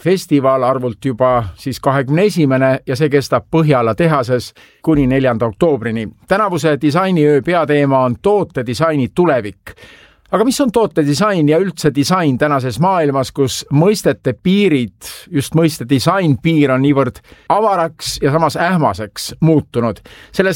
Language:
Estonian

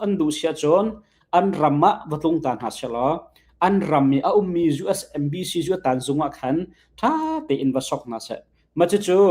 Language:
Hakha Chin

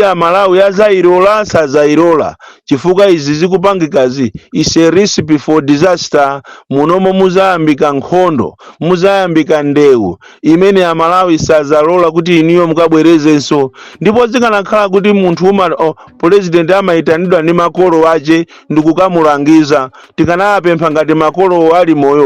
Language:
Nyanja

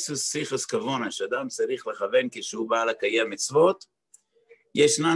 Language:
Hebrew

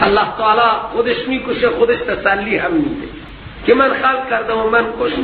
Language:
Persian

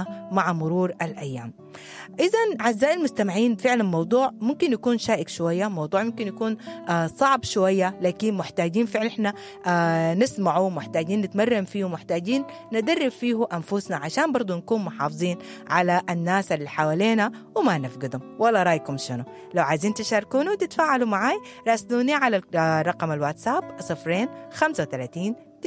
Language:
Sudanese Arabic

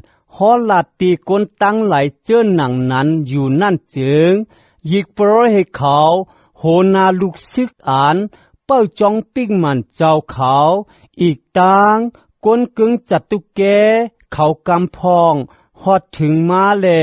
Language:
Shan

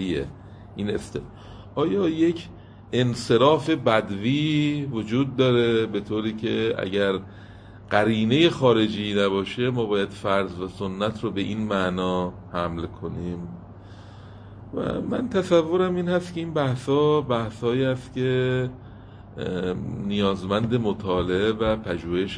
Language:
Persian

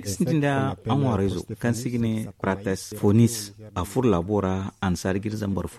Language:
Zarma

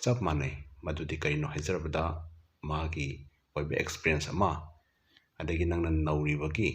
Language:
Manipuri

